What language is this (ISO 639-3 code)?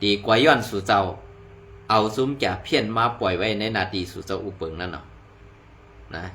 shn